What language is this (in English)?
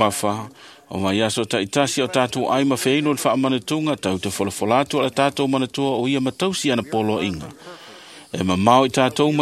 Samoan